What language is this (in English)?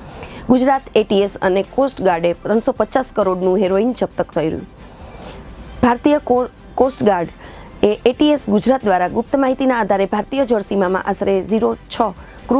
Gujarati